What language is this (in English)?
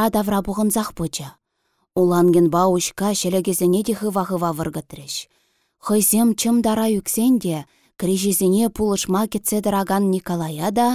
Chuvash